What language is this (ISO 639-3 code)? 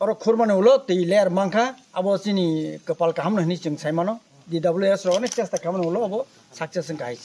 trp